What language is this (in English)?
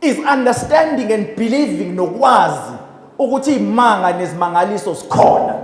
Zulu